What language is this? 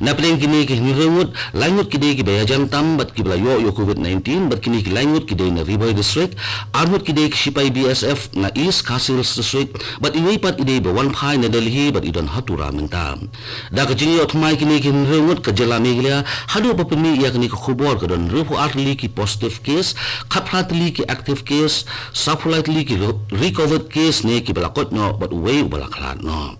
Khasi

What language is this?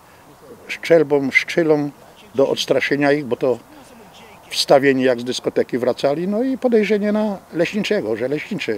Silesian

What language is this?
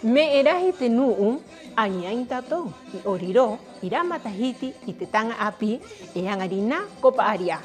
Rapanui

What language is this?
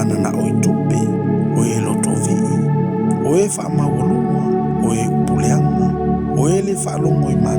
Samoan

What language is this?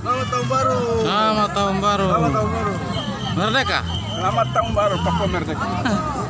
Papuan Malay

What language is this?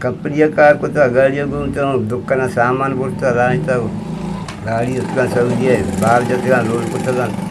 Eastern Balochi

